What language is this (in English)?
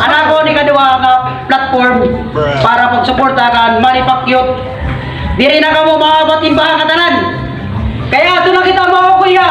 Waray